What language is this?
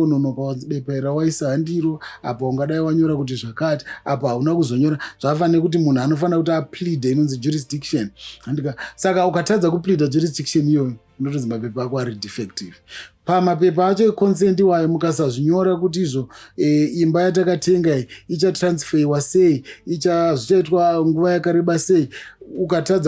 Shona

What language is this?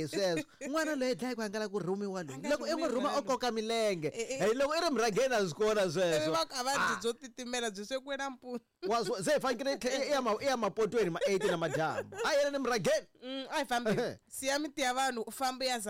Tsonga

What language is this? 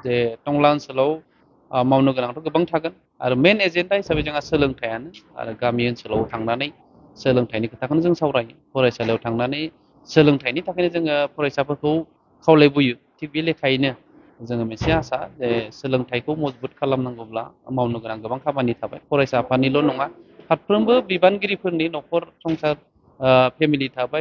Bodo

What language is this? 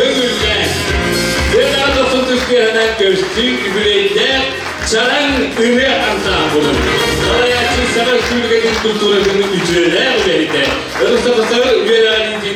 Yakut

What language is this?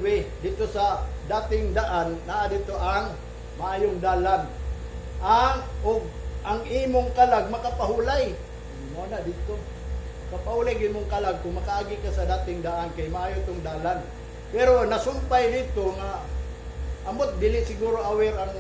Cebuano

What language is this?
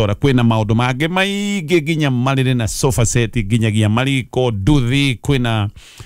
Kikuyu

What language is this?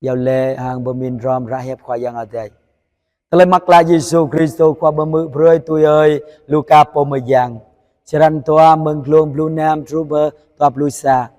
Jarai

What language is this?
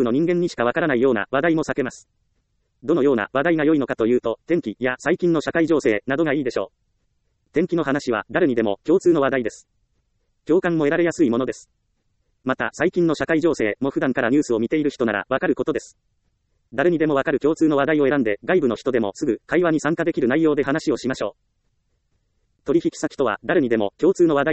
Japanese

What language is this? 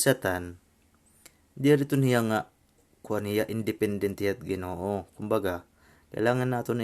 Waray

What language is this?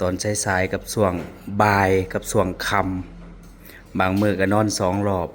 Northeastern Thai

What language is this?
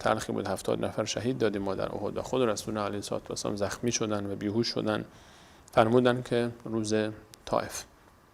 Persian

